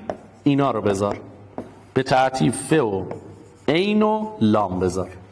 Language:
Persian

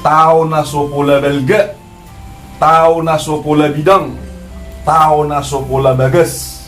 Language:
Batak Toba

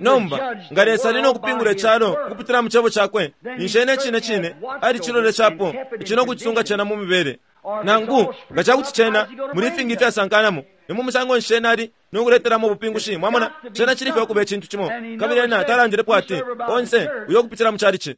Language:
Bemba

